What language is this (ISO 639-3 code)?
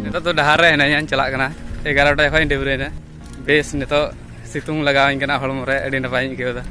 sat